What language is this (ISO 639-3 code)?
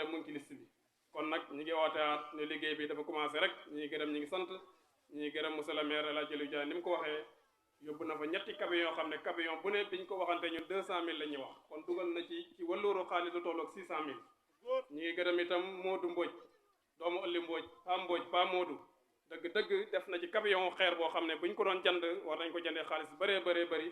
wol